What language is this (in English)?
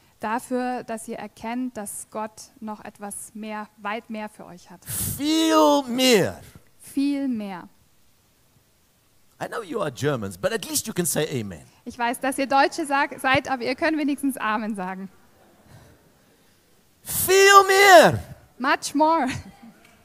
German